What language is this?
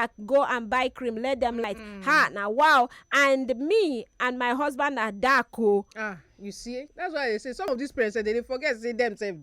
Nigerian Pidgin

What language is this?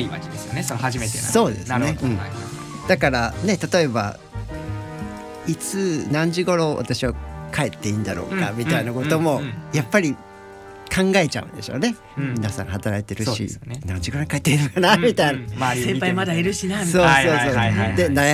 Japanese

